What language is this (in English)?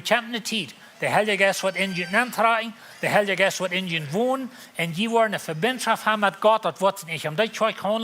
Plautdietsch